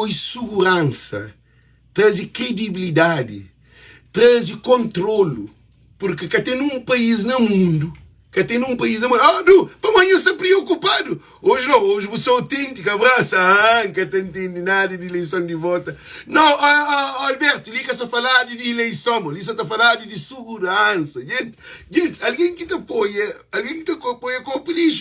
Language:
Kabuverdianu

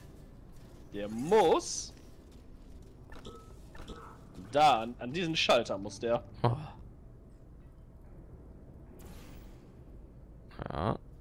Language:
German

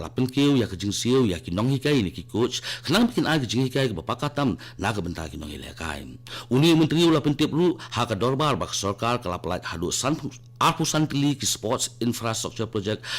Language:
Khasi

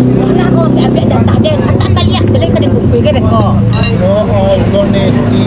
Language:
Minangkabau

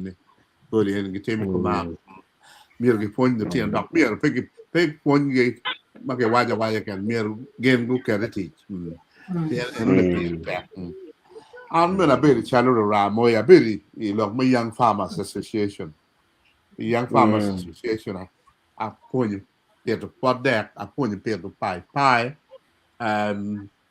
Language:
Acoli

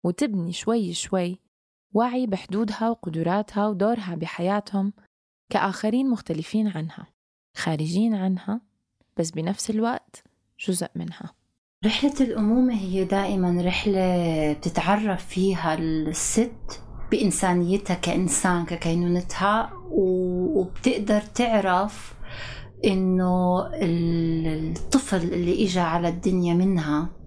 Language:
North Levantine Arabic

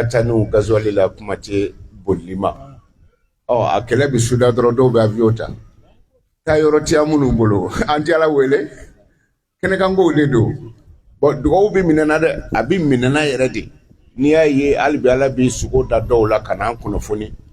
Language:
Bambara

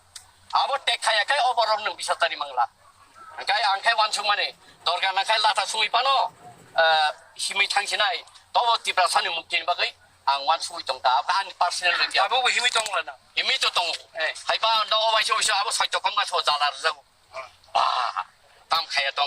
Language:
Kok Borok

